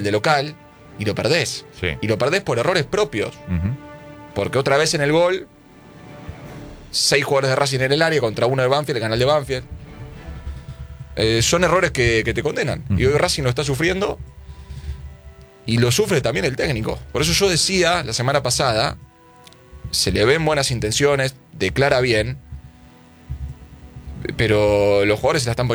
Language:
Spanish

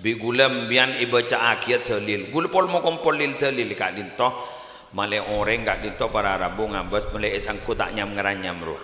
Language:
Madurese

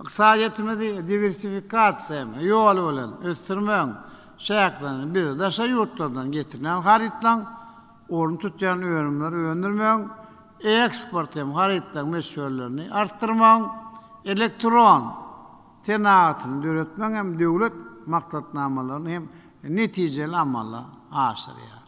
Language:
Turkmen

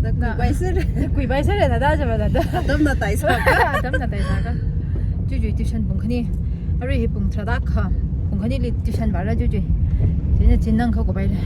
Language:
Tangkhul Naga (India)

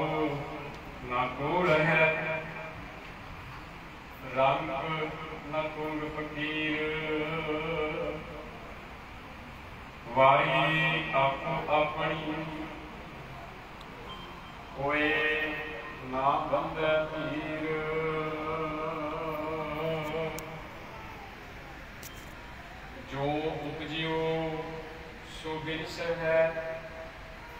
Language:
Punjabi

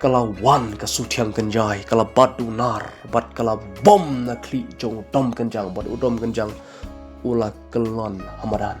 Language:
Khasi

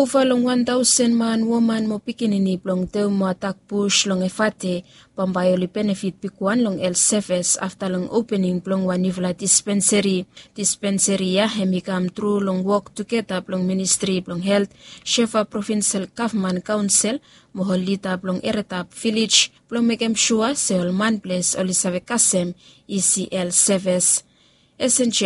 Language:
Bislama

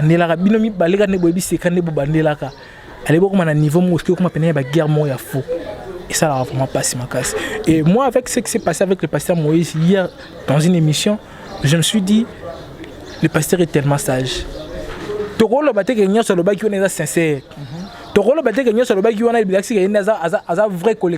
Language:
Lingala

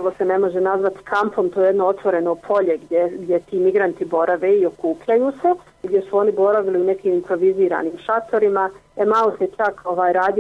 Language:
Bosnian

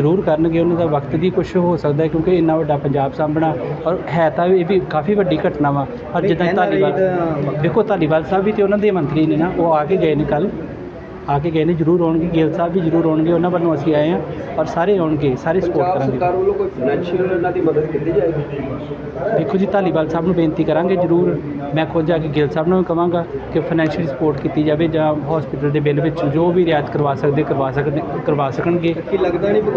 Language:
Punjabi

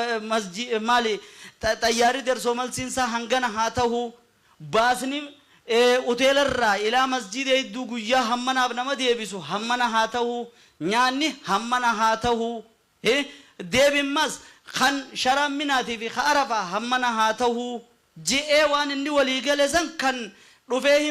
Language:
Oromo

